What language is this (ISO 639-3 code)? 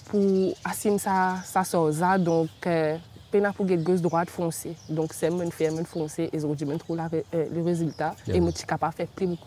mfe